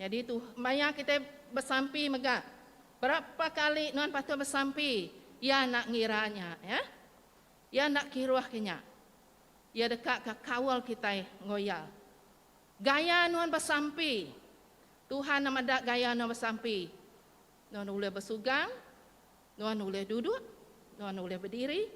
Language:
Iban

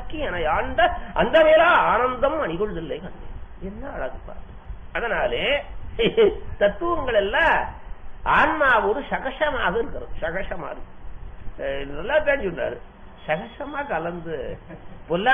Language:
Tamil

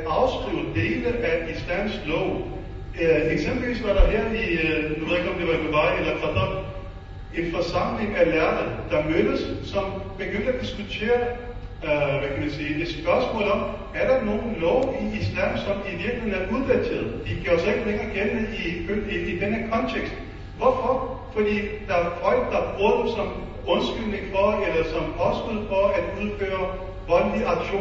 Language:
Danish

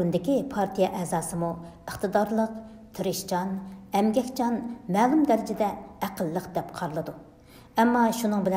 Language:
Uyghur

